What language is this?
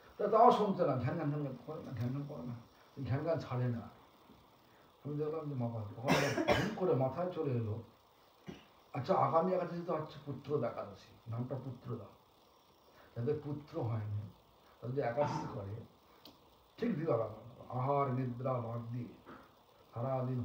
Bangla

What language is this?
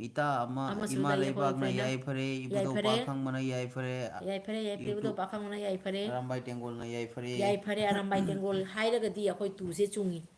Manipuri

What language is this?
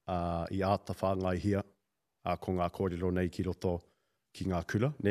Māori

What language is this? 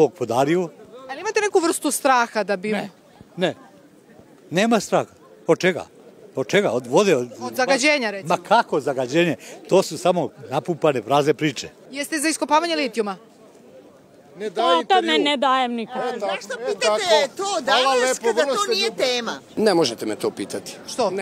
Serbian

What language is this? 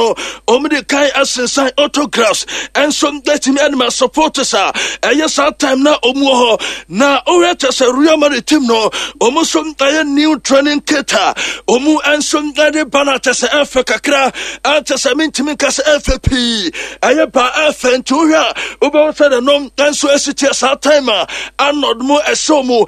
Akan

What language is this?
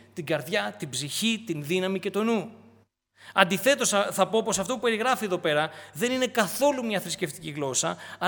Greek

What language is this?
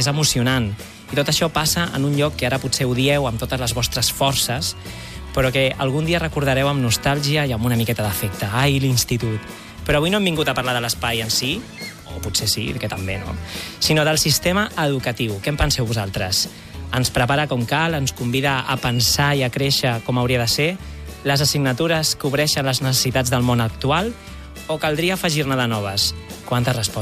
Catalan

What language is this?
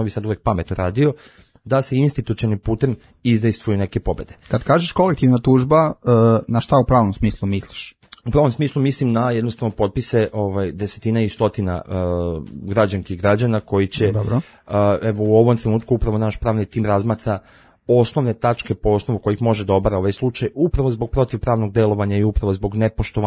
Serbian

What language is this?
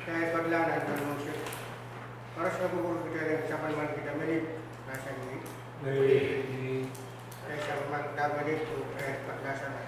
Pohnpeian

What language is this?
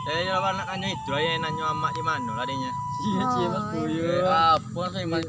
Minangkabau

